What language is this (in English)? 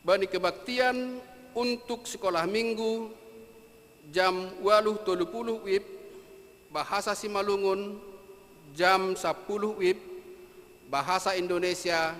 Batak Simalungun